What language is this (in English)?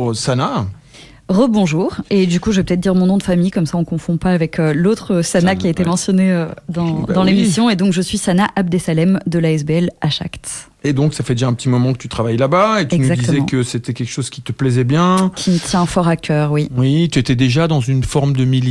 French